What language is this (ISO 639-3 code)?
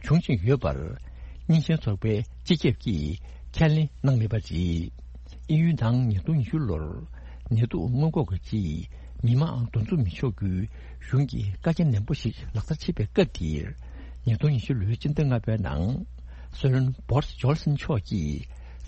bod